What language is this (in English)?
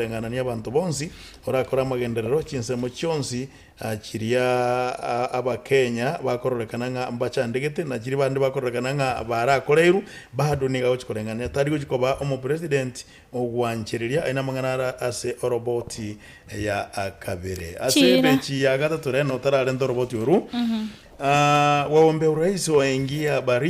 Gusii